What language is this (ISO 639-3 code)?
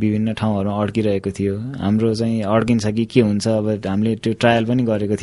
nep